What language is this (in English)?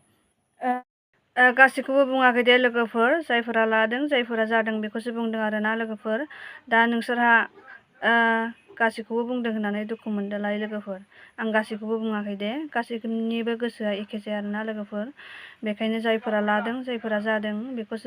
Bodo